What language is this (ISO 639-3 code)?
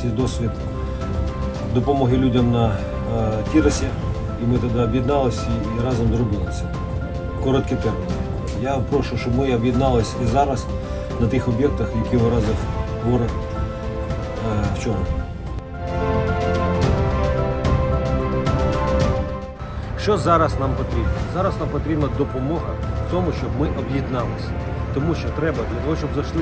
ukr